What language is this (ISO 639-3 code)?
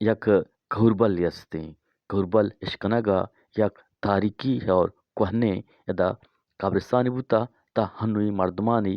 bgp